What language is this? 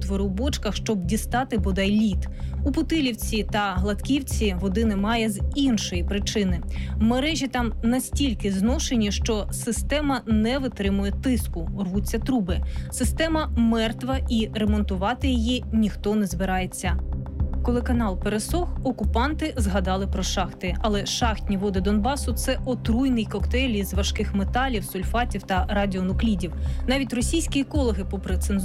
Ukrainian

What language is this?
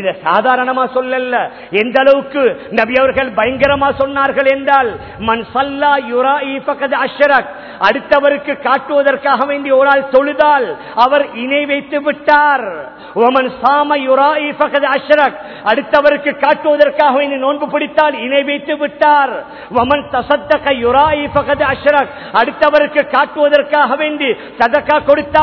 Tamil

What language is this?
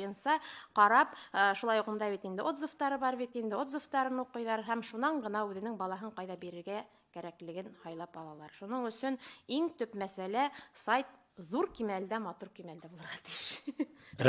Bashkir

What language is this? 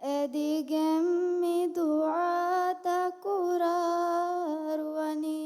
Divehi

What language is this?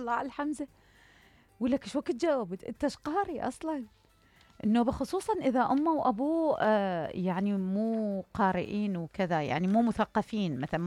Mesopotamian Arabic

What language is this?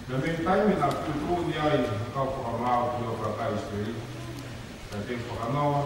Tongan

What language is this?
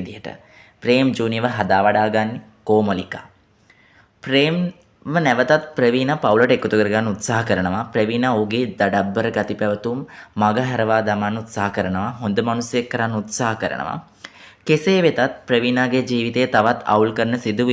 Sinhala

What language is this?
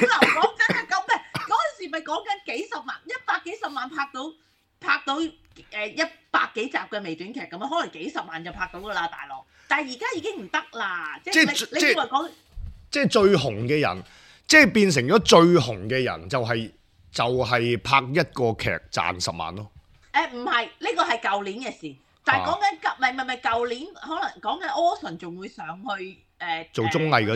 Cantonese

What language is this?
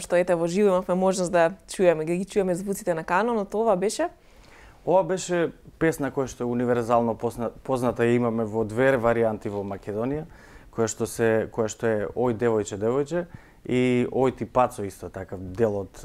Macedonian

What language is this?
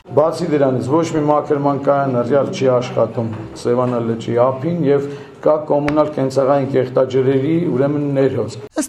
Armenian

